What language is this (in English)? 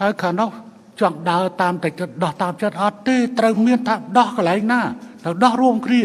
Khmer